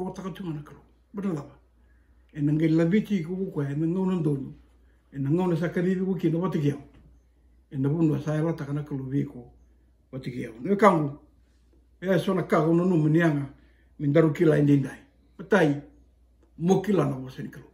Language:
Fijian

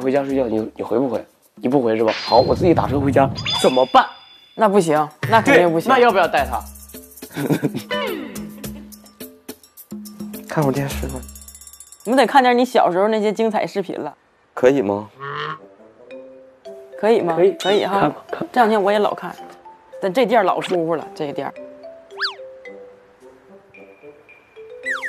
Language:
Chinese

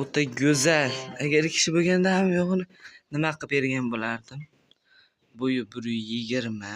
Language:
Uzbek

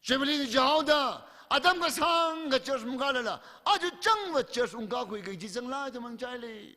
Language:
Tangkhul Naga (India)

